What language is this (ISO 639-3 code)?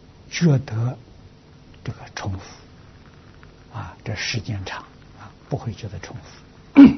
zho